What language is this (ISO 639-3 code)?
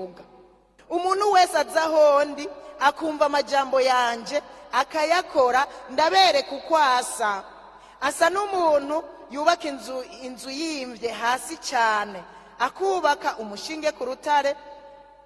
run